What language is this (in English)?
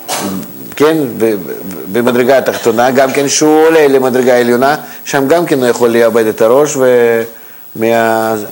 Hebrew